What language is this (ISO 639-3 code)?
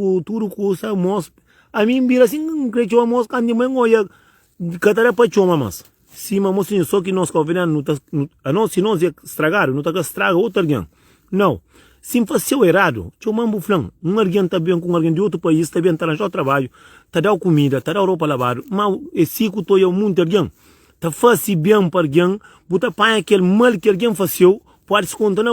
kea